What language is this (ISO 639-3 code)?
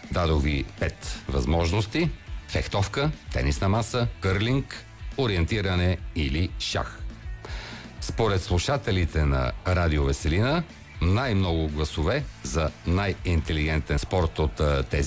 bul